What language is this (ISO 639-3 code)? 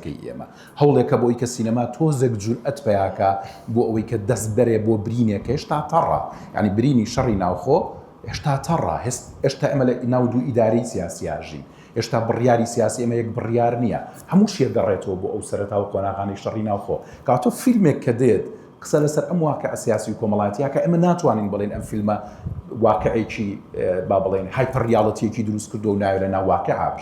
ckb